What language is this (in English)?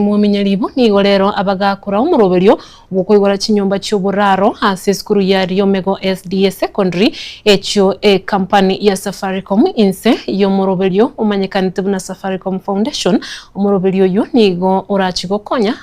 Gusii